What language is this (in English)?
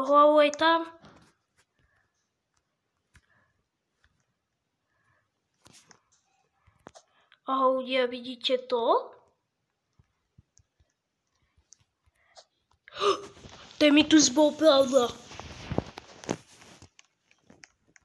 Slovak